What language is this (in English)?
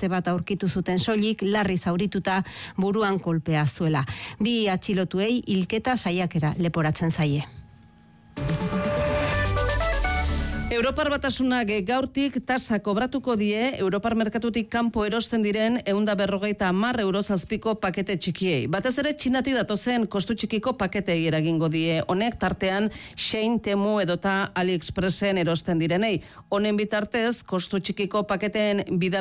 Basque